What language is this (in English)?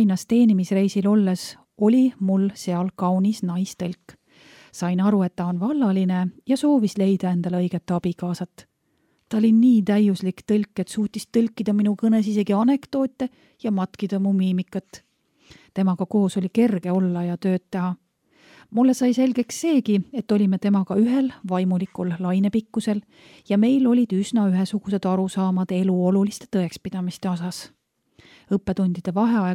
Estonian